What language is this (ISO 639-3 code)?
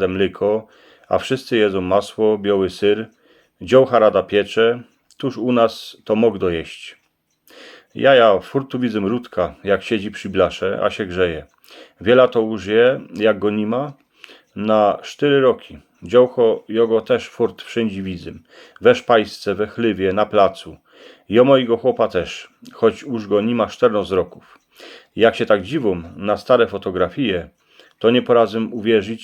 szl